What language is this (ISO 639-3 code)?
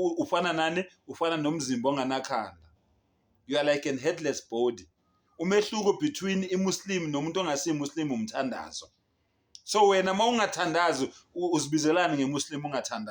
zul